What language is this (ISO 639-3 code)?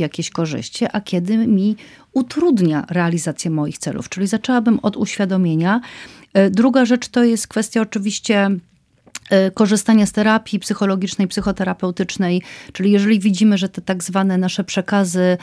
pol